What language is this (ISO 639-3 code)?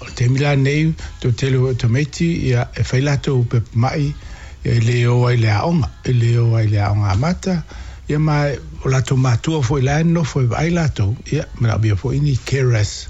smo